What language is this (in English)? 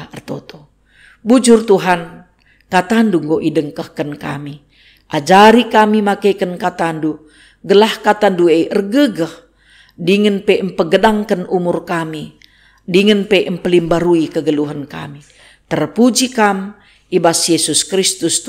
Batak Karo